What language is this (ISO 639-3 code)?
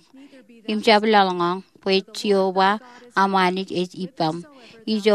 mah